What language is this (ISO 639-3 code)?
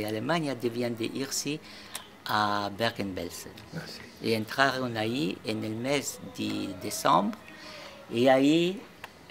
lad